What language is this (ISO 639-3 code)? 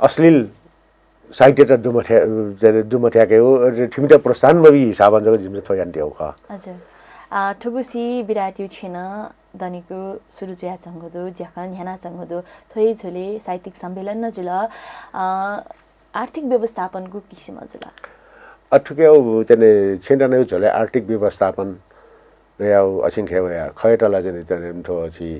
new